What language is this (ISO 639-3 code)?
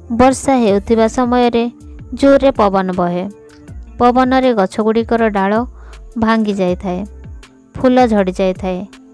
ori